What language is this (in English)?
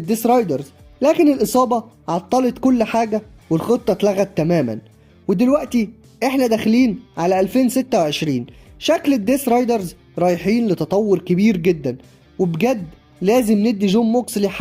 Egyptian Arabic